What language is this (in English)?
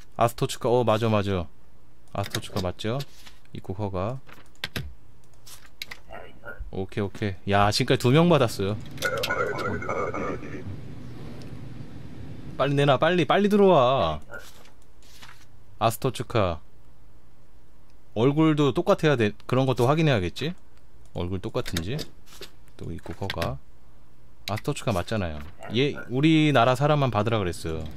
Korean